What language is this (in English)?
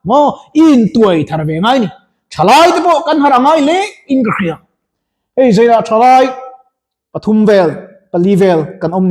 Mizo